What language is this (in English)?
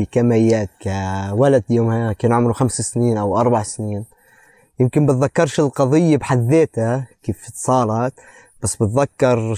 North Levantine Arabic